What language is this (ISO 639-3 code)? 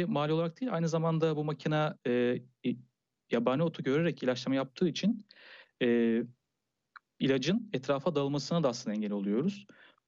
tur